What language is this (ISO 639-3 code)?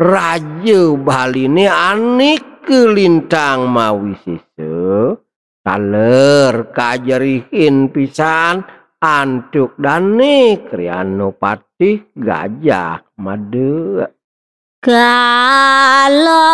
ban